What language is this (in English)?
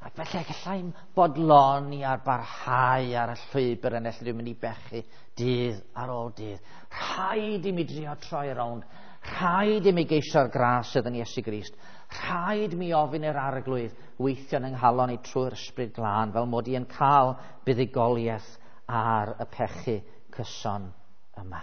Welsh